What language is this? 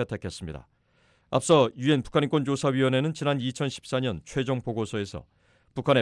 Korean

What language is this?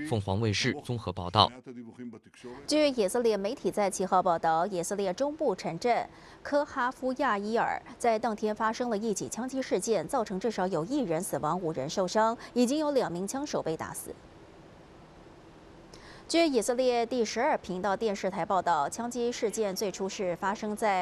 Chinese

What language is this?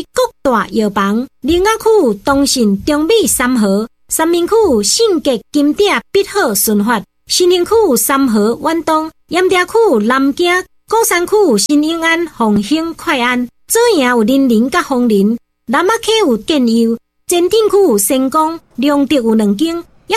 Min Nan Chinese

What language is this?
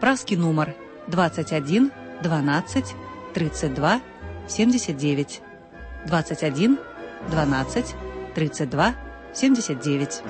Belarusian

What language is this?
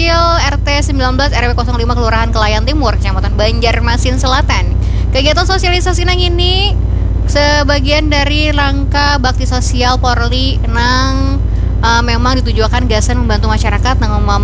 Banjar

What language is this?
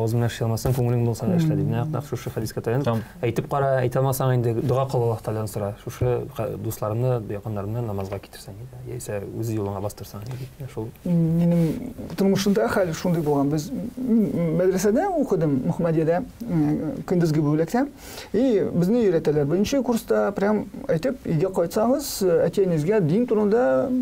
Tatar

